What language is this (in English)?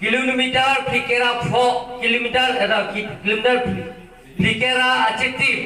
Karbi